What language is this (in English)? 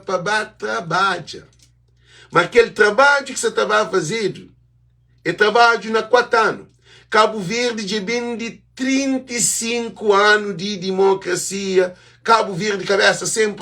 Kabuverdianu